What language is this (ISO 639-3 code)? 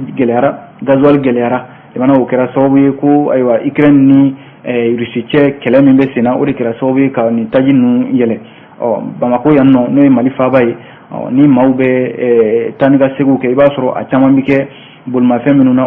bam